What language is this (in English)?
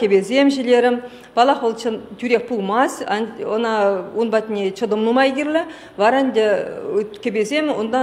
Chuvash